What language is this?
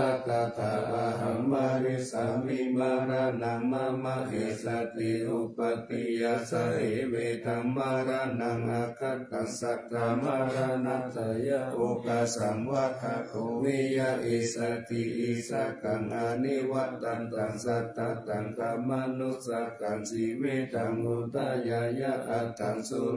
Pali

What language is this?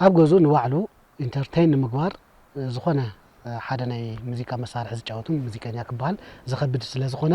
Tigrinya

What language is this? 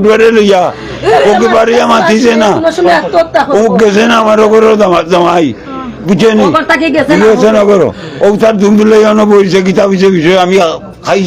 Sylheti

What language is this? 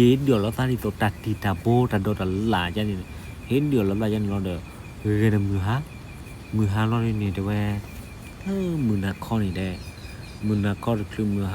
S'gaw Karen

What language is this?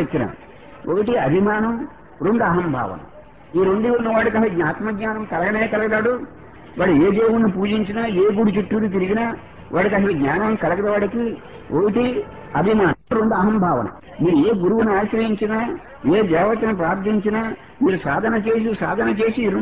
Telugu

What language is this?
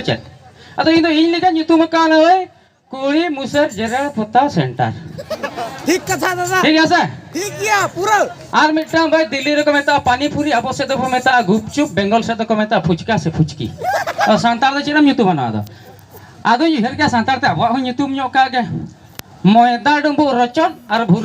Santali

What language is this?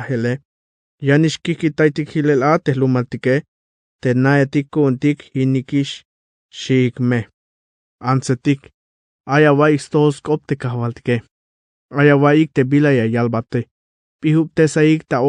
Tzeltal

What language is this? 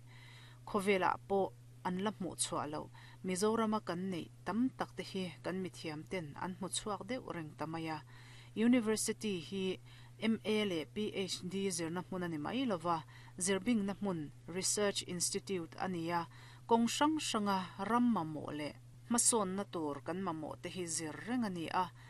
Mizo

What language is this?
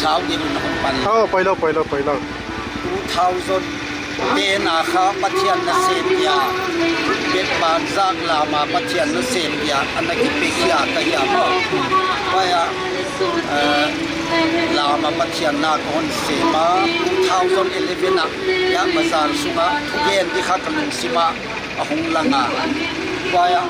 Tedim Chin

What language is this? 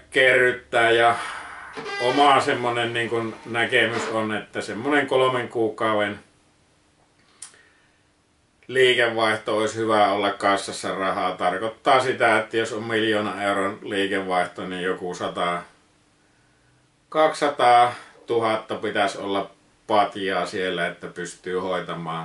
Finnish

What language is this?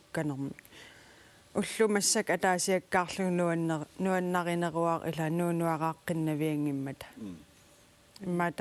Kalaallisut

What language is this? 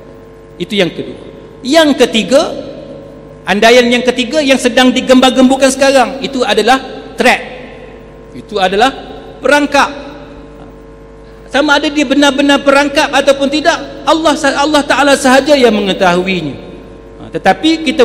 Malay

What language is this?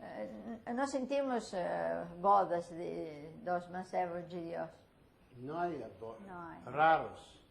Ladino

